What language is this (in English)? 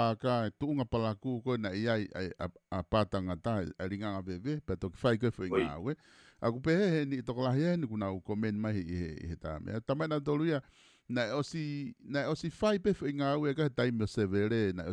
Tongan